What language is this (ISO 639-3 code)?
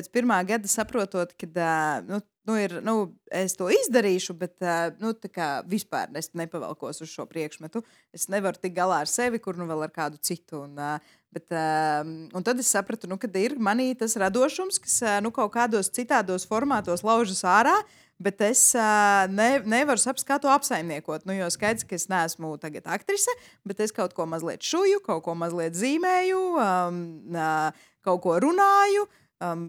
lav